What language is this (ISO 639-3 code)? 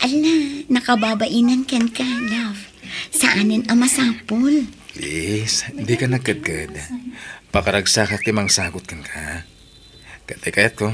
ilo